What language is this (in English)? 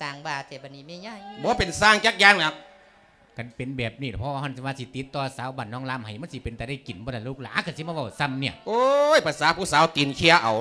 Lao